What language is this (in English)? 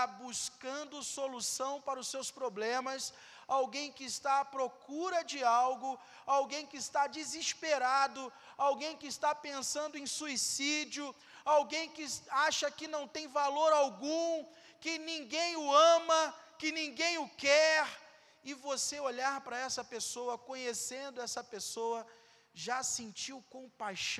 Portuguese